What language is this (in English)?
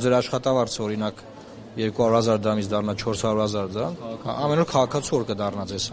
Armenian